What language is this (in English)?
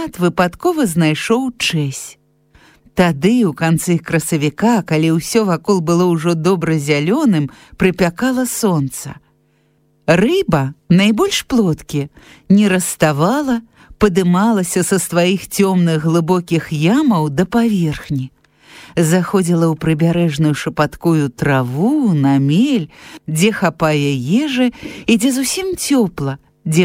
Belarusian